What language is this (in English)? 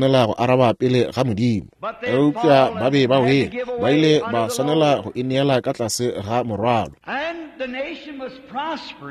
Northern Sotho